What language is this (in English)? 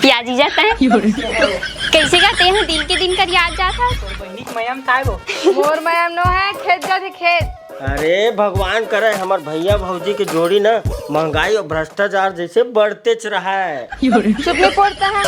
Chhattisgarhi